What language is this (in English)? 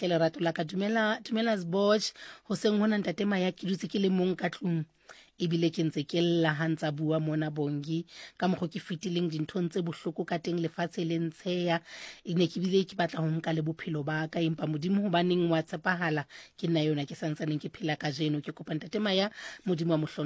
Southern Sotho